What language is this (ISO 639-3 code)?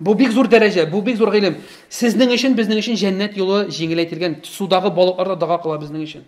tat